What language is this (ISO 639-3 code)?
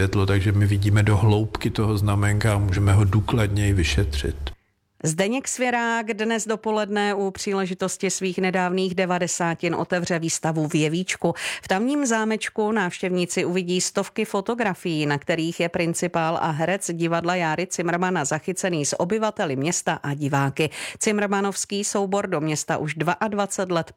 ces